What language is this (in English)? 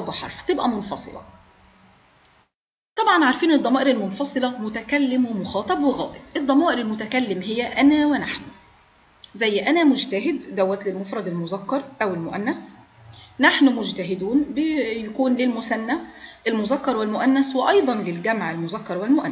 Egyptian Arabic